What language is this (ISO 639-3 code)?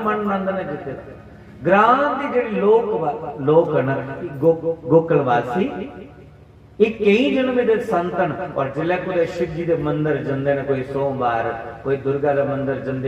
doi